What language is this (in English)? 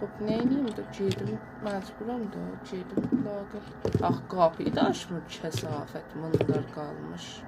South Azerbaijani